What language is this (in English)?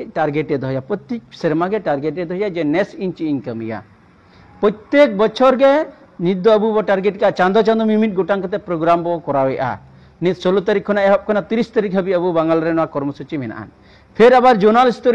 Santali